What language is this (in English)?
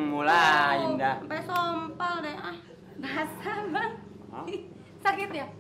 Betawi